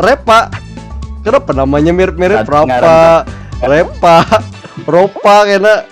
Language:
Banjar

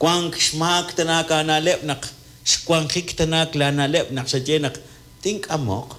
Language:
Kekchí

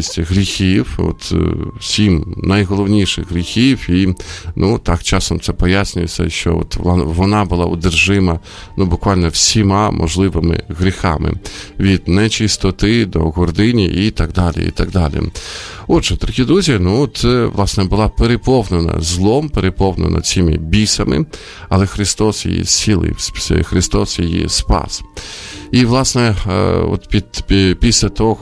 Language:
Ukrainian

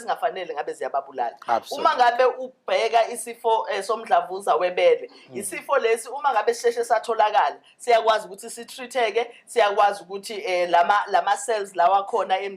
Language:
Zulu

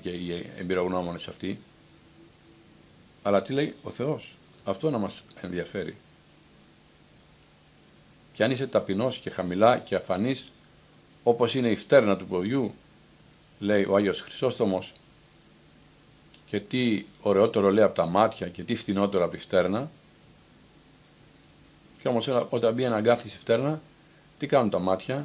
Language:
Greek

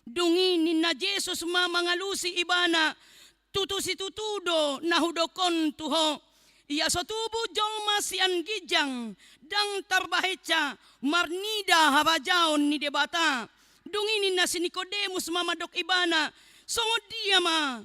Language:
Batak Toba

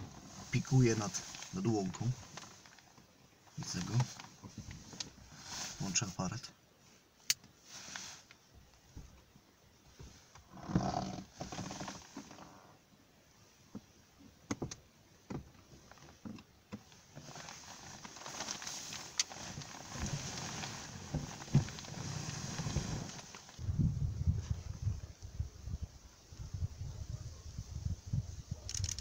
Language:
Polish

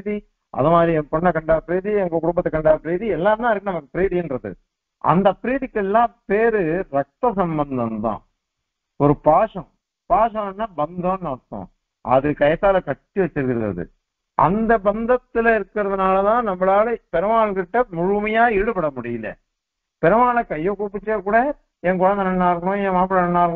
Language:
Tamil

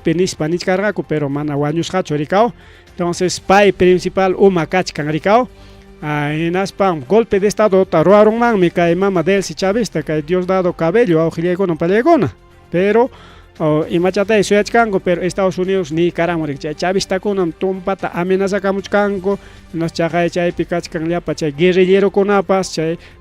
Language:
Ayacucho Quechua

